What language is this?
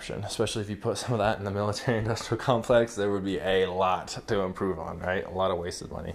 English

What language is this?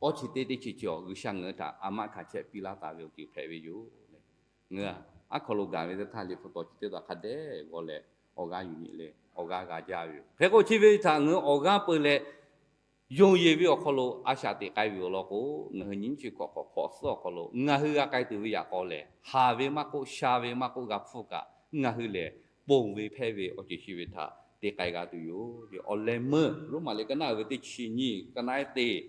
Lahu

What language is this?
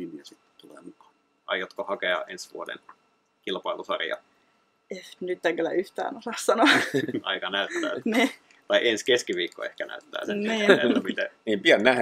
Finnish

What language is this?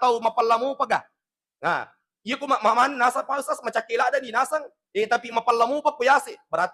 Buginese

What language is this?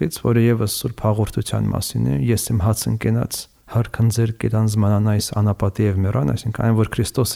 Armenian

